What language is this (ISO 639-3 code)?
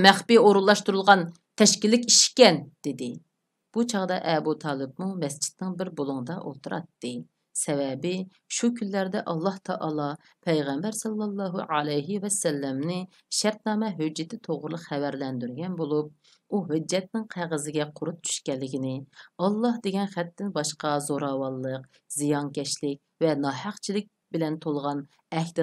uig